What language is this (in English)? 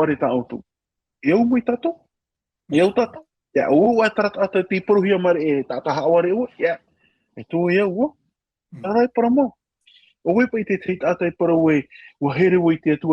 Tahitian